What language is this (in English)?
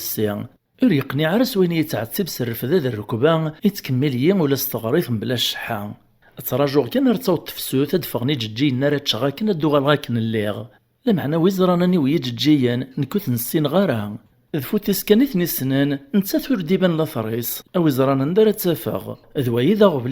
Kabyle